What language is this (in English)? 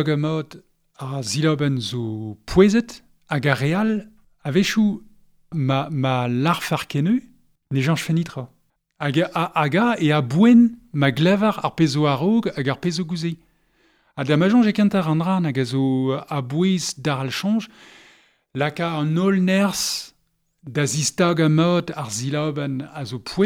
Breton